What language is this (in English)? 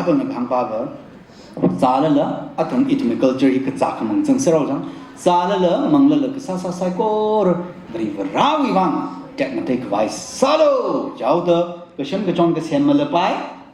Tangkhul Naga (India)